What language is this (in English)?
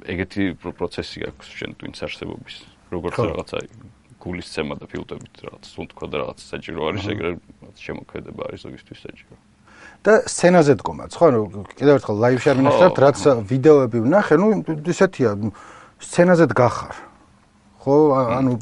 Georgian